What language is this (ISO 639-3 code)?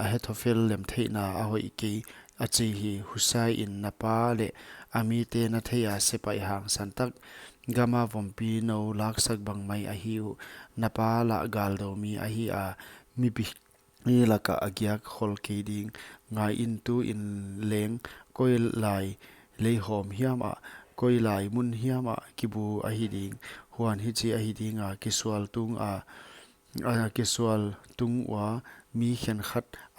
pck